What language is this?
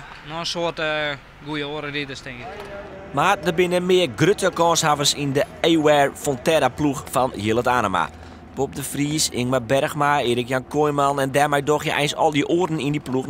Western Frisian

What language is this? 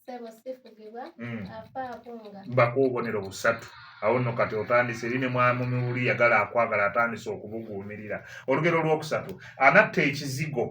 Ganda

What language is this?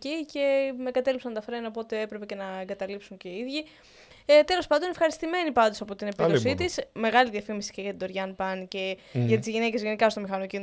Greek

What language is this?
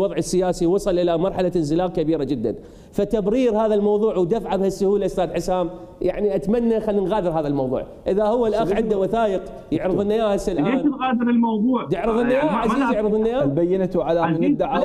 Mesopotamian Arabic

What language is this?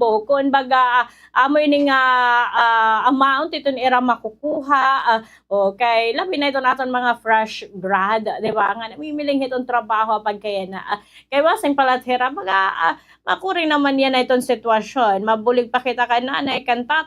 Waray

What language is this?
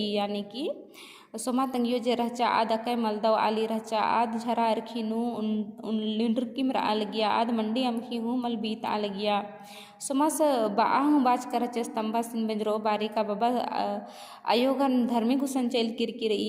Kurukh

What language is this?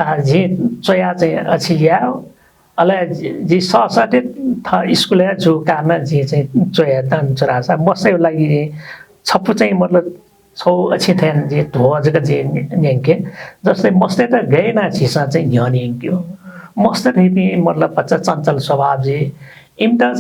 Newari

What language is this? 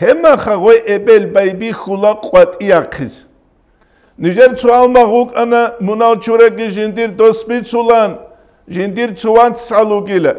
Avaric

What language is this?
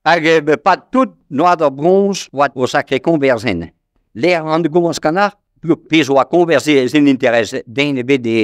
Breton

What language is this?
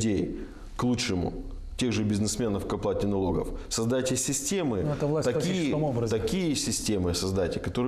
Russian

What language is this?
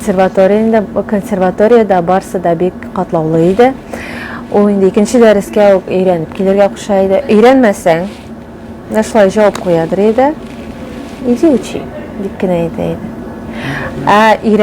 Tatar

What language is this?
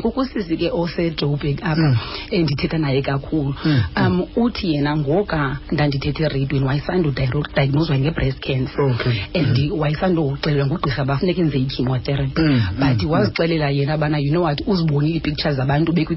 Xhosa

